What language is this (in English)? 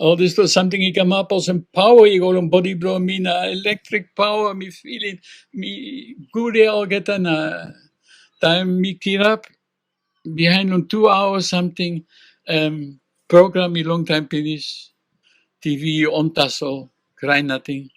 Tok Pisin